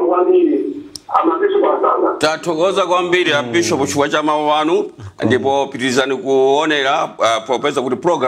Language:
Nyanja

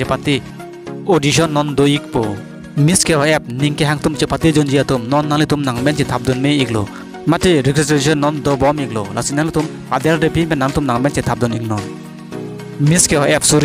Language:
Karbi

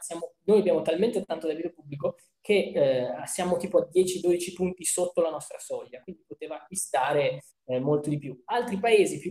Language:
Italian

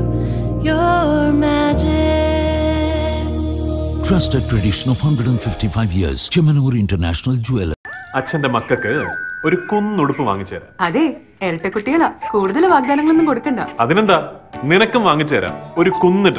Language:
Malayalam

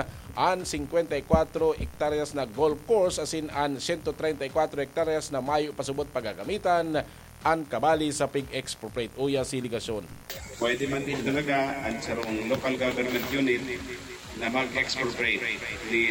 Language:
Bikol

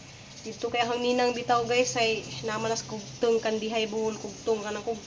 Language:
Cebuano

